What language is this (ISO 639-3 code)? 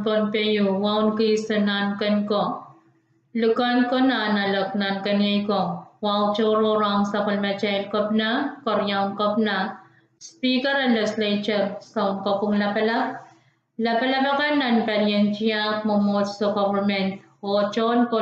pon